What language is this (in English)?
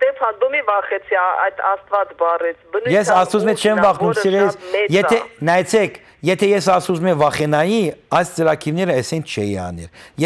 Western Armenian